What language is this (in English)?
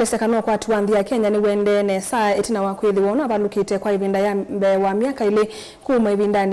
Kamba